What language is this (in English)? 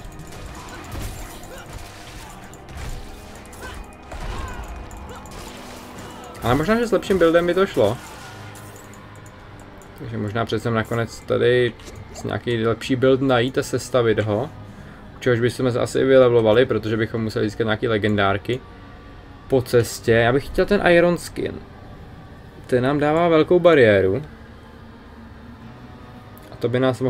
Czech